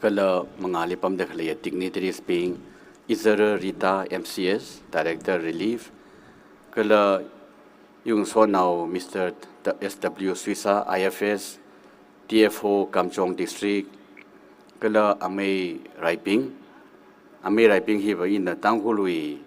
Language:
Tangkhul Naga (India)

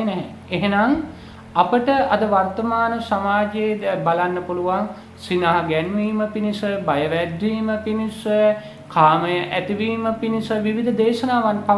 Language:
Sinhala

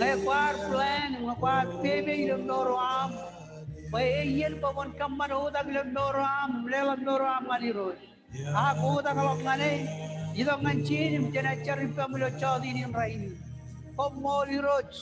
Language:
Marshallese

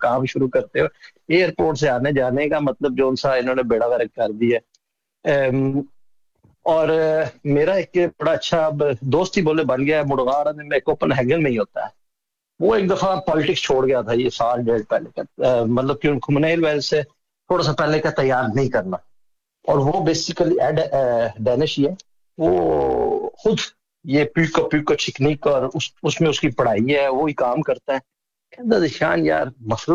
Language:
Urdu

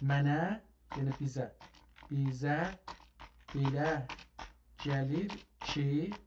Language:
South Azerbaijani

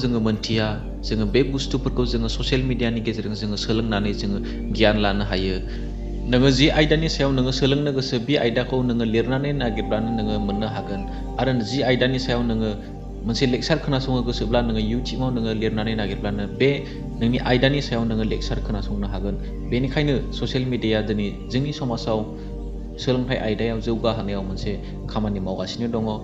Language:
Bodo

